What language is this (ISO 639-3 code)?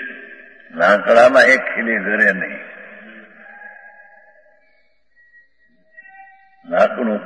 guj